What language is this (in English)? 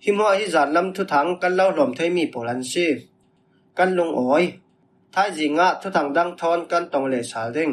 Falam Chin